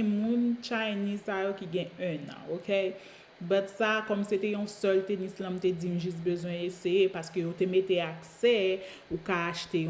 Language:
Haitian Creole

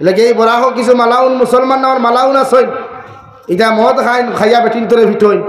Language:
Sylheti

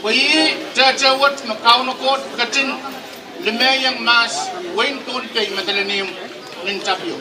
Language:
Pohnpeian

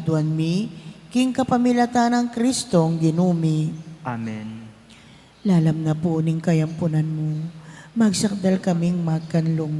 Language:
Pampanga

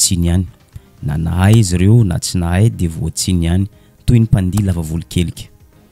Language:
Malagasy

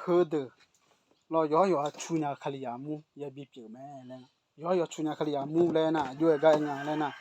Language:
Akha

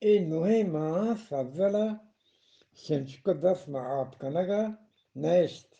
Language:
Eastern Balochi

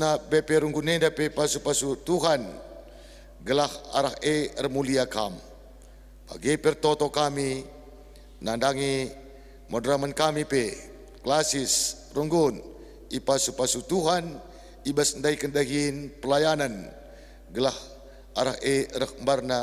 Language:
Batak Karo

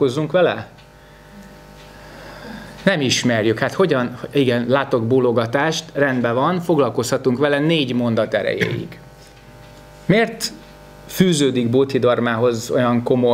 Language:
Hungarian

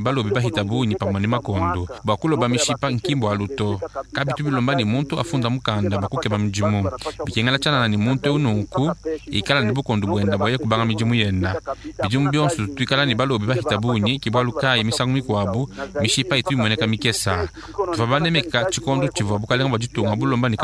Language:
Luba-Lulua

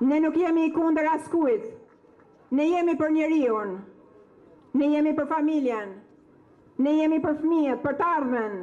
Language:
Albanian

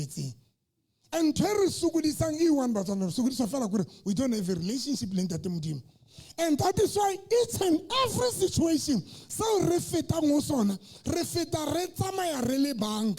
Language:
Southern Sotho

